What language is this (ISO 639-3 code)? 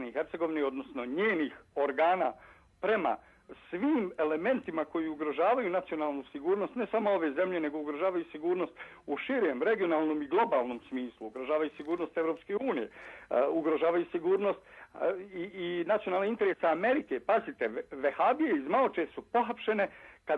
bos